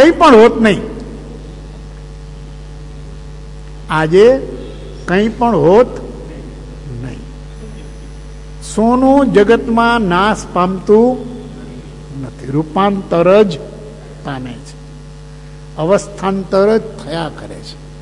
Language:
Gujarati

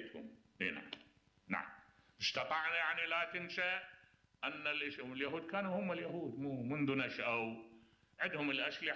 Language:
Mesopotamian Arabic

